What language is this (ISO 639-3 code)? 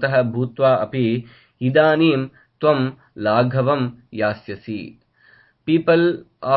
san